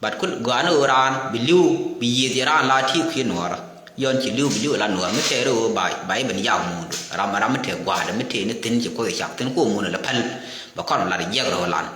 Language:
Nuer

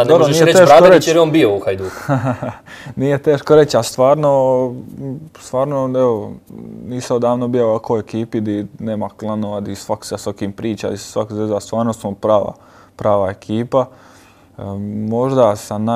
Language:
Croatian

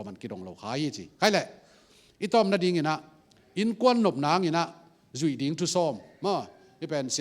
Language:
Tedim Chin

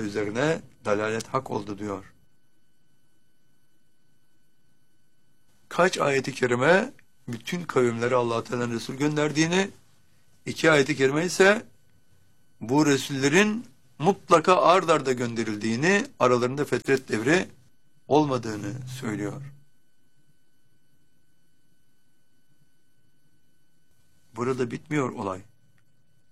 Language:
Turkish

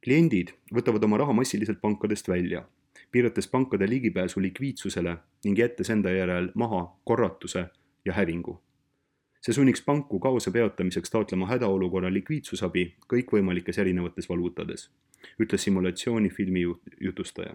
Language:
Estonian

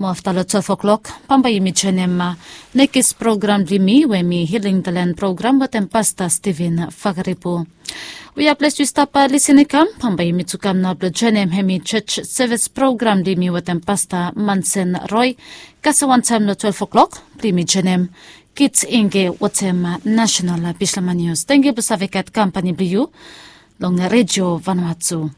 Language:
Bislama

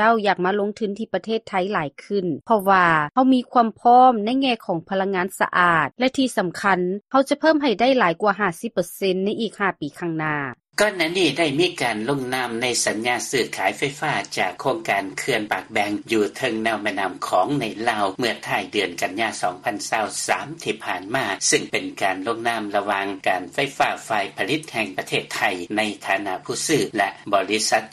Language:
Lao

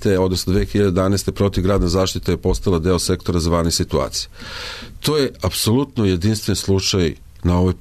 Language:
Serbian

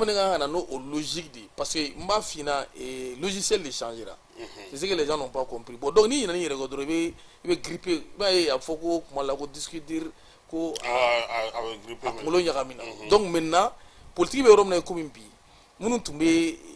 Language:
Bambara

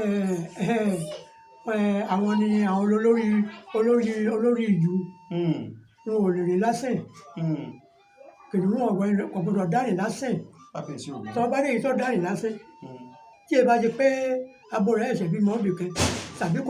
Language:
Yoruba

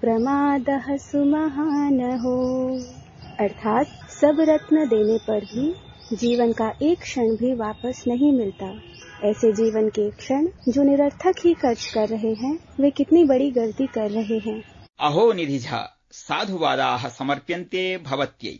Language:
Sanskrit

